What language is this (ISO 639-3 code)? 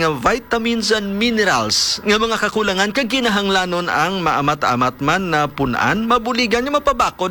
hil